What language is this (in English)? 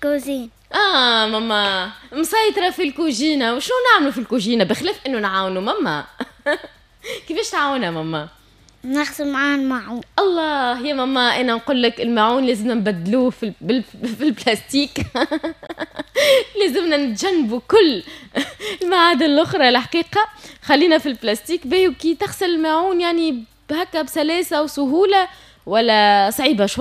Tunisian Arabic